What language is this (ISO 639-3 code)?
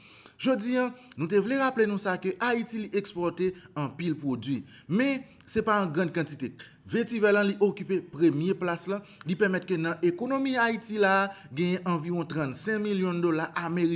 hat